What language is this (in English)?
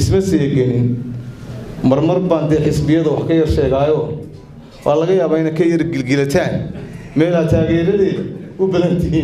Somali